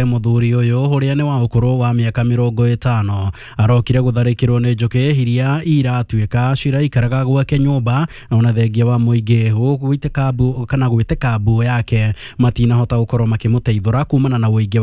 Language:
Kikuyu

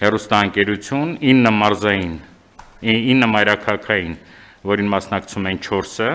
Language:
Armenian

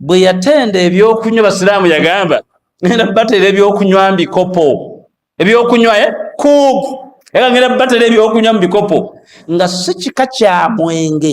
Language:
Ganda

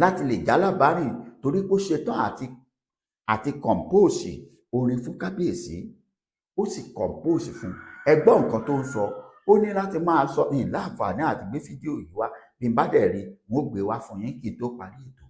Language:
Yoruba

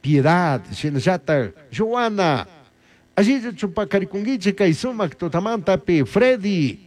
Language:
Chimborazo Highland Quichua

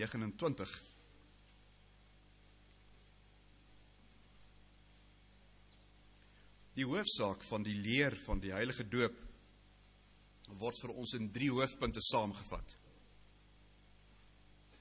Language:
Afrikaans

